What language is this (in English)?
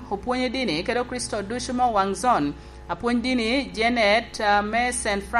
Lango (Uganda)